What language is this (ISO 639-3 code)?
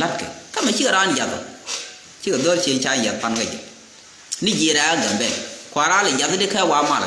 nus